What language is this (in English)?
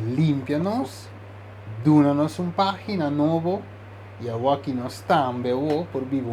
Papiamento